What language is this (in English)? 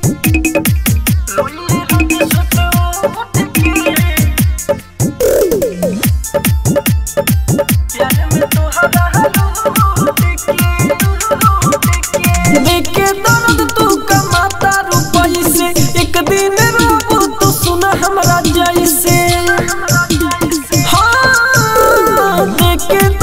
Bhojpuri